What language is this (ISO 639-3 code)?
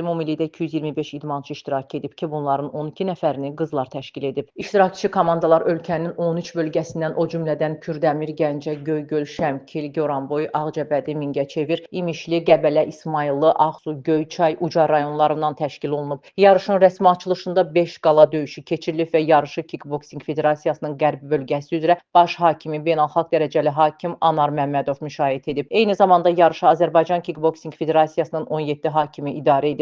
aze